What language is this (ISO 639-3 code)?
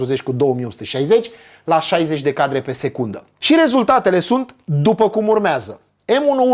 ron